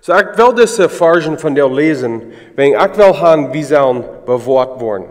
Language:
Plautdietsch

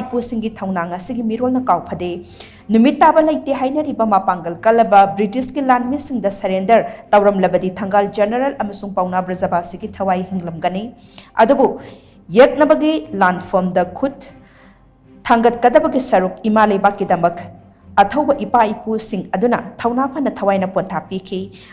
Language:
Manipuri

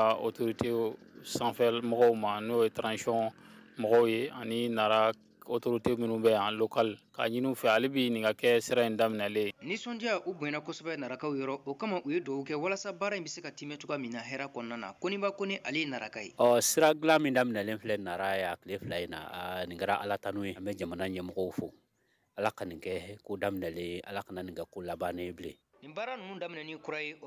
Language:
Bambara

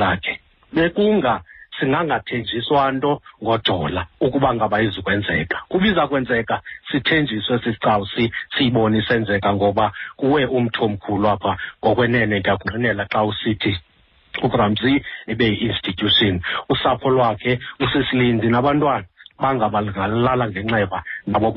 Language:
Xhosa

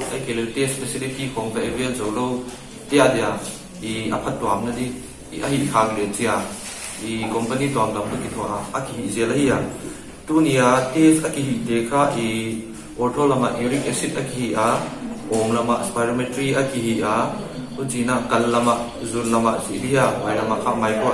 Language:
Paite Chin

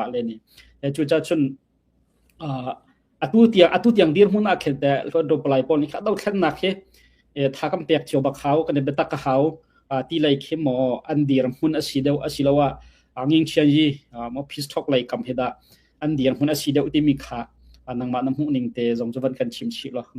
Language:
Hakha Chin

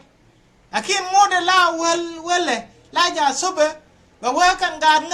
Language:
Nuer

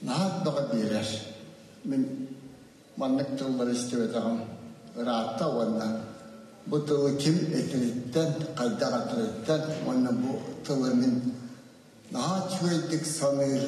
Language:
Yakut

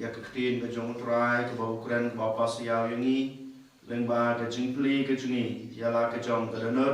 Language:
Khasi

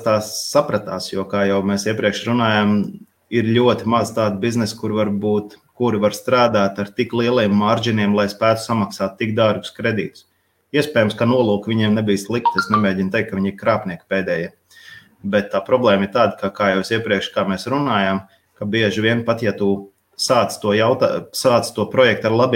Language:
Latvian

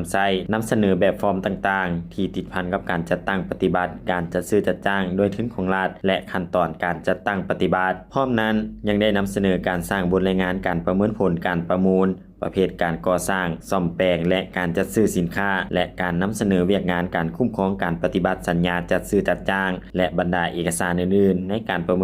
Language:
Lao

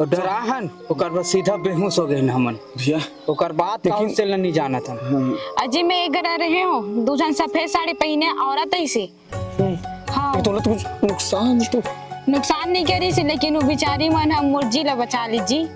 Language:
Chhattisgarhi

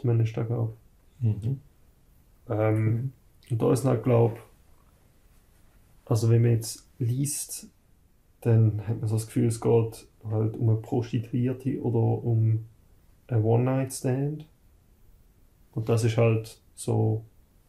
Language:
German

